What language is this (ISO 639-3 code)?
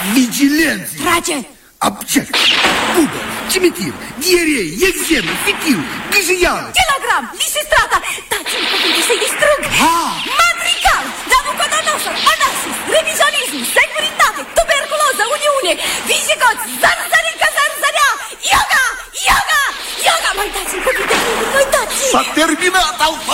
ron